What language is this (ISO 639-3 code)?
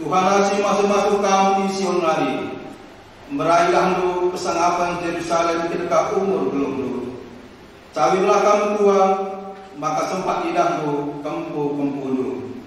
btx